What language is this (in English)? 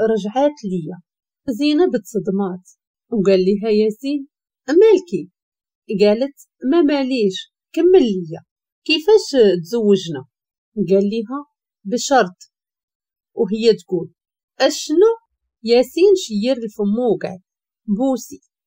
Moroccan Arabic